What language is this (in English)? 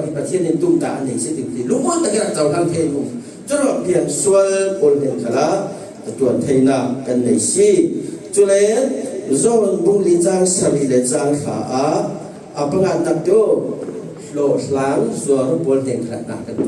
Falam Chin